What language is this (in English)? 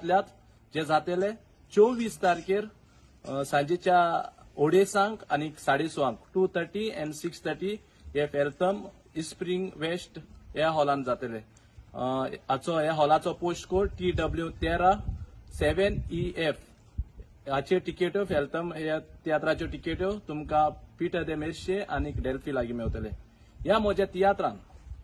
Konkani